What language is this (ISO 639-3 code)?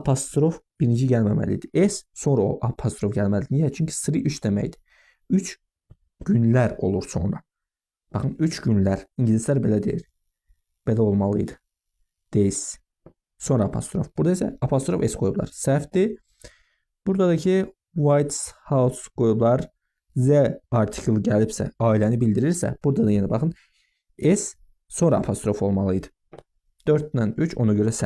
aze